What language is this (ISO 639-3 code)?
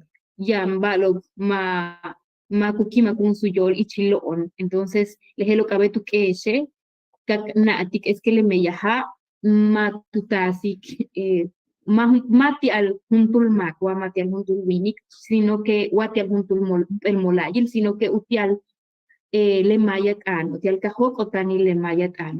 yua